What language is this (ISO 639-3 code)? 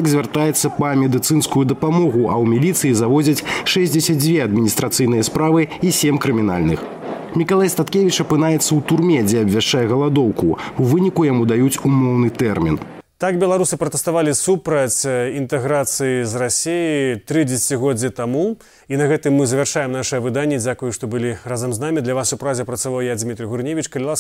bel